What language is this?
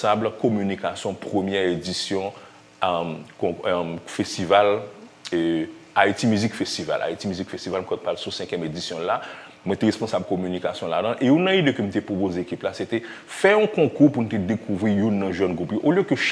Haitian Creole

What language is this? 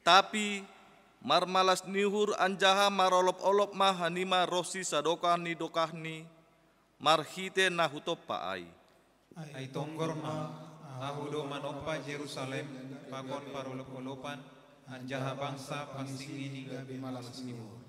Batak Simalungun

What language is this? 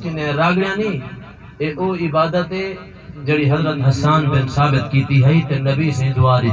Saraiki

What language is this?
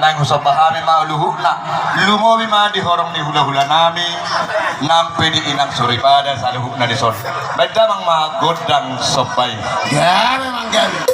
Batak Toba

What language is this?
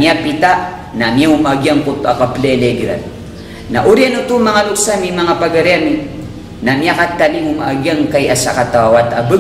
Maranao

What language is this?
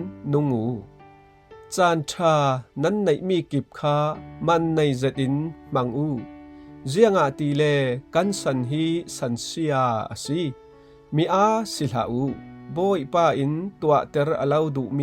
Falam Chin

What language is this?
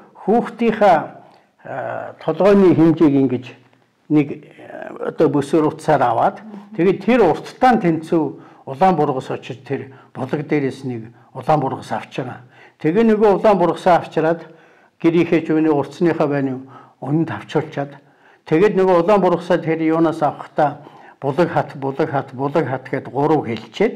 Mongolian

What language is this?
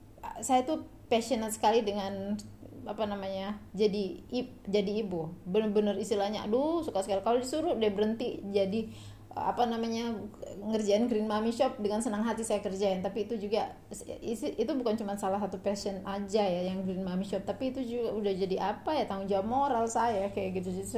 Indonesian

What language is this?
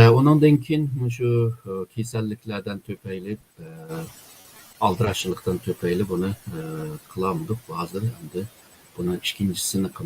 Uyghur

